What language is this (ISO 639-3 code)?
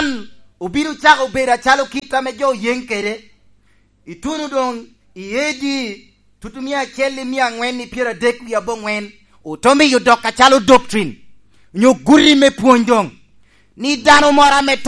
laj